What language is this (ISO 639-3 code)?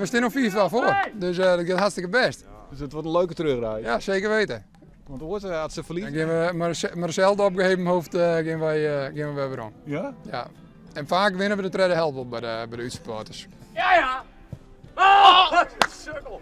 fry